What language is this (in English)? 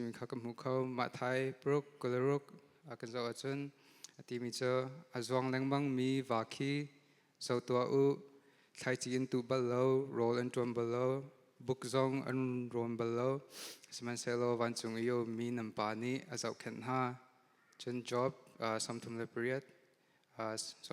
Hakha Chin